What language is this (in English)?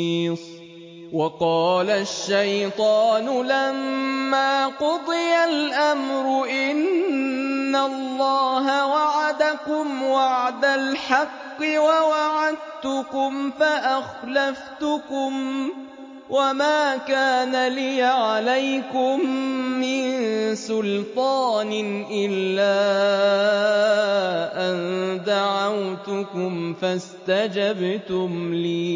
Arabic